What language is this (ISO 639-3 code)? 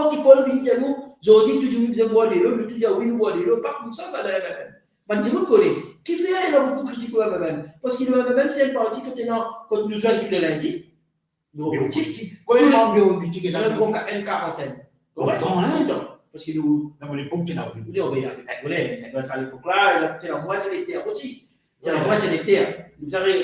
mfe